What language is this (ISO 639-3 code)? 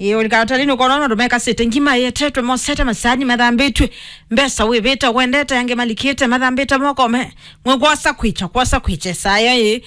kam